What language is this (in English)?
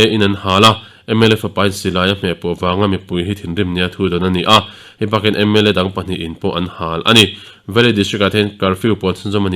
Mizo